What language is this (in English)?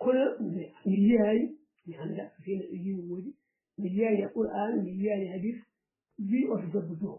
Fula